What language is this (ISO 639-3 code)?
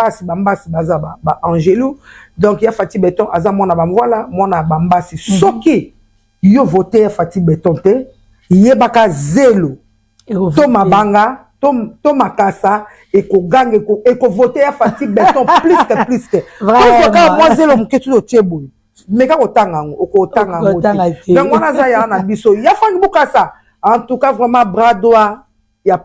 lin